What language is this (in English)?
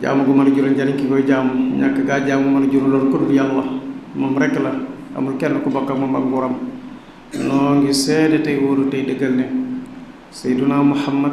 Wolof